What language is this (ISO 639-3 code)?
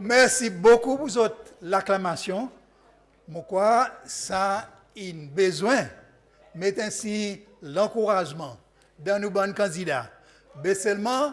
crs